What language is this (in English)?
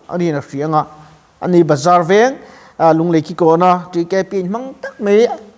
Mizo